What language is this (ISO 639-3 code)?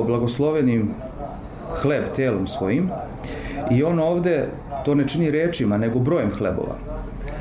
srp